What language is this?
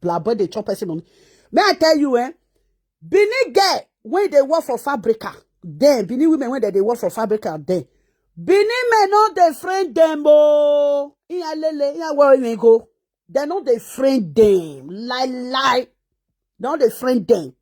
Nigerian Pidgin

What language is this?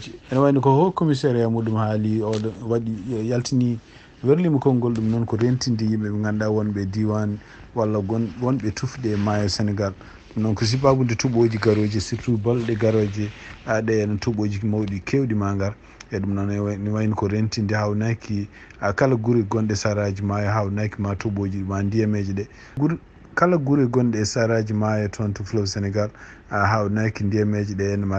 Fula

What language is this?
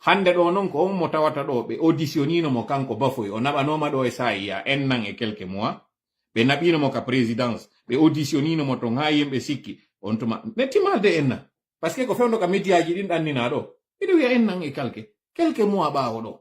Fula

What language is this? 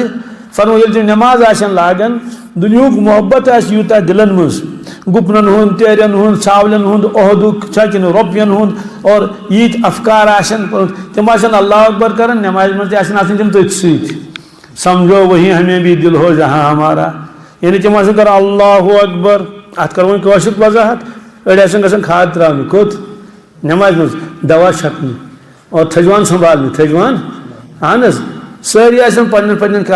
Kashmiri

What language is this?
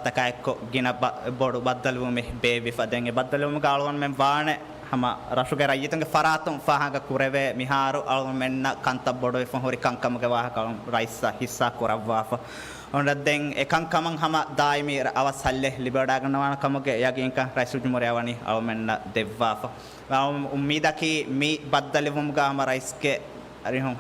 Divehi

